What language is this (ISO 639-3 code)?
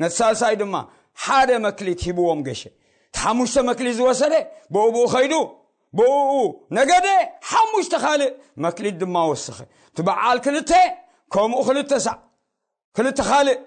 tir